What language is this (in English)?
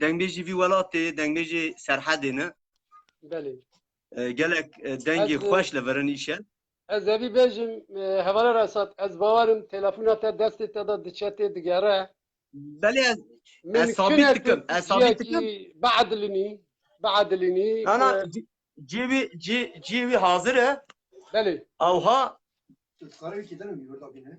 Kurdish